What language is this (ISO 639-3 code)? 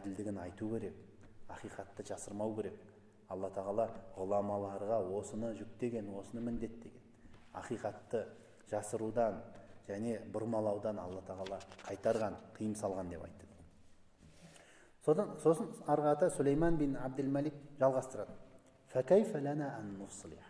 kaz